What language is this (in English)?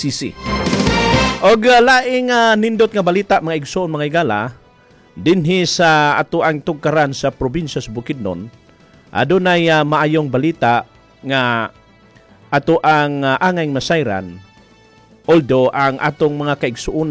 Cebuano